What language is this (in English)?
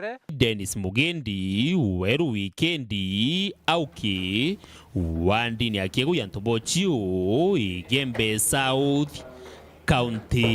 Meru